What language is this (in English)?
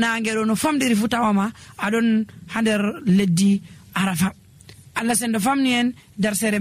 Nigerian Fulfulde